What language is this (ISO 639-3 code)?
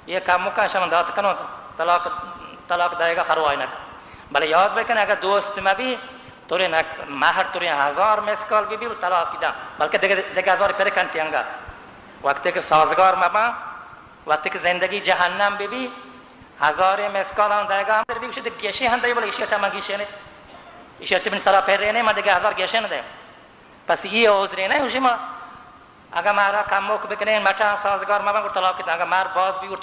bal